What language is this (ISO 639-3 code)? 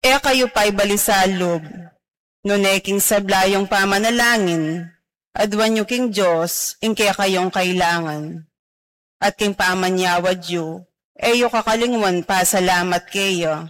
pam